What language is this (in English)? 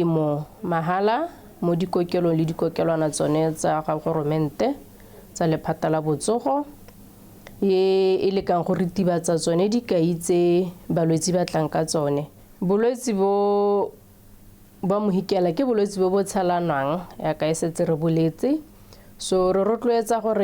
Tswana